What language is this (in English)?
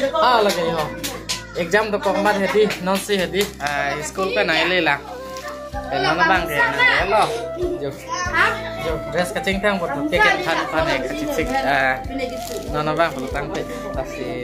Karbi